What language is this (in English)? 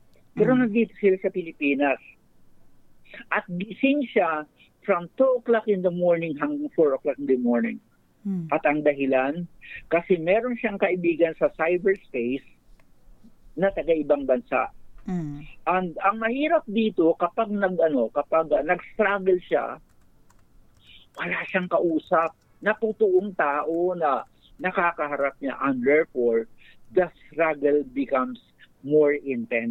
Filipino